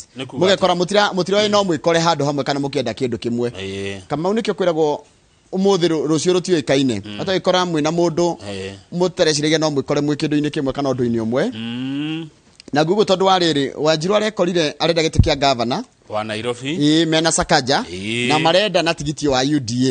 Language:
Kikuyu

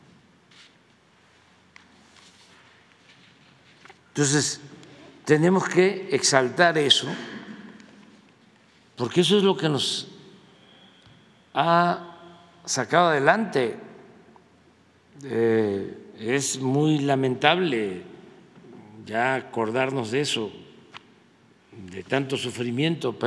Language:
Spanish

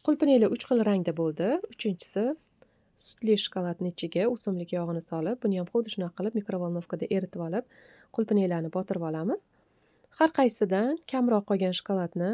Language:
Uzbek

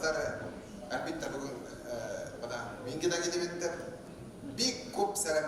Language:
Bashkir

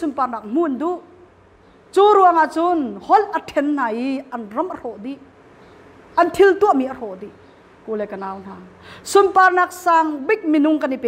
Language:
Hakha Chin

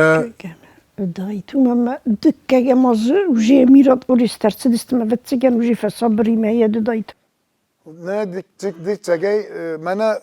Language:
Ossetic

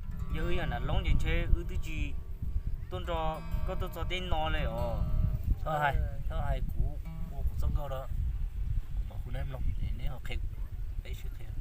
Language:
Hmong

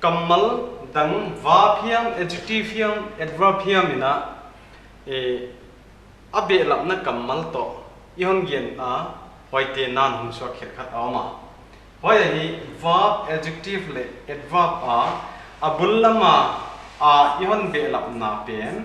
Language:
Paite Chin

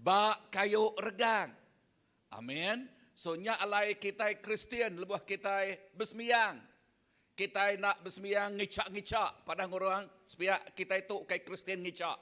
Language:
Iban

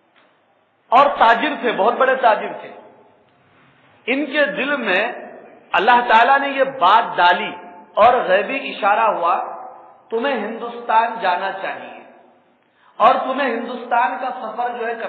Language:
Urdu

